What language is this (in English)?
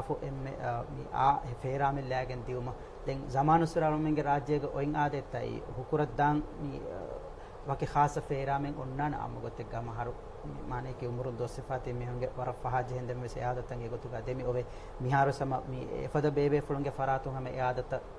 Divehi